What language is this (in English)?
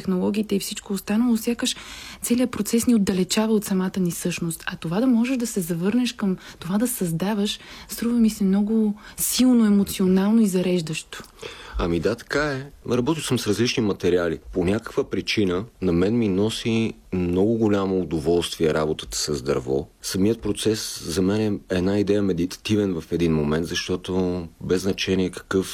Bulgarian